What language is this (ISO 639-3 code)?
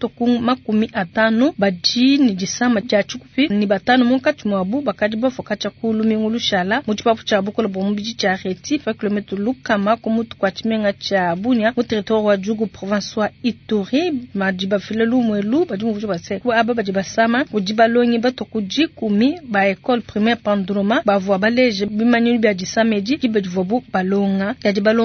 lua